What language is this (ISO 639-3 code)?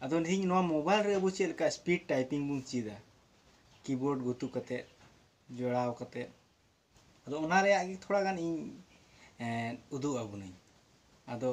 sat